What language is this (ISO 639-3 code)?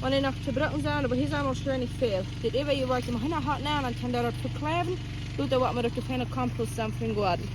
pdt